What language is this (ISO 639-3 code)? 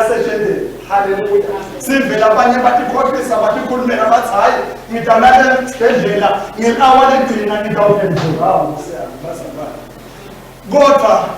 ssw